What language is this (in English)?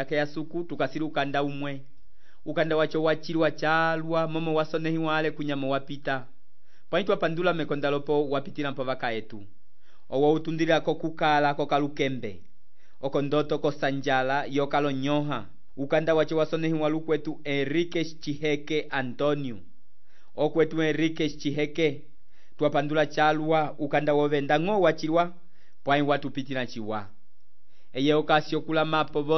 Umbundu